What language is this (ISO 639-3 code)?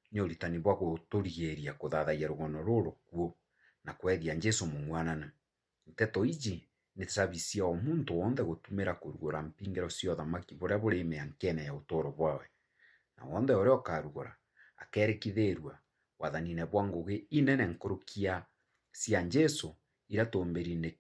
mer